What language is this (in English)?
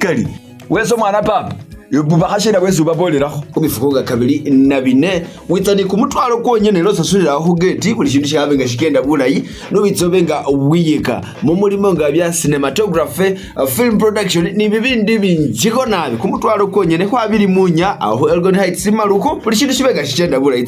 Masaaba